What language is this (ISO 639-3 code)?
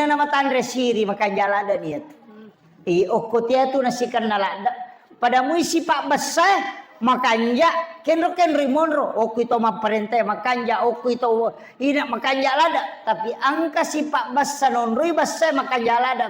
bug